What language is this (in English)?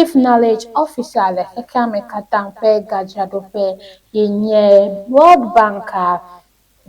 Ewe